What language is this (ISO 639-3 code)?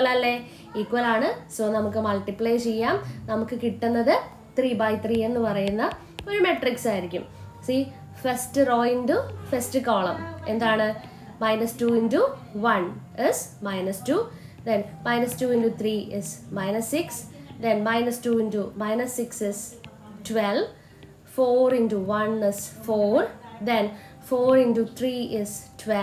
mal